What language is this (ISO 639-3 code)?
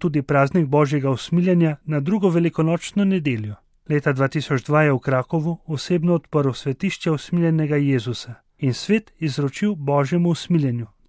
slv